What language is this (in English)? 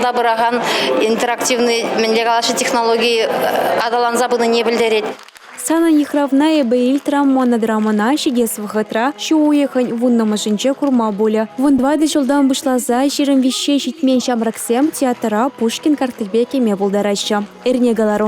Chuvash